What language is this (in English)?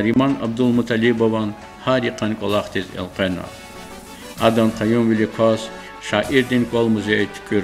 Lezghian